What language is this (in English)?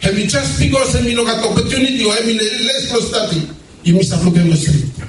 Bislama